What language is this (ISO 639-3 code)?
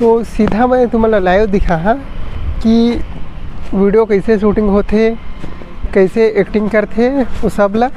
hne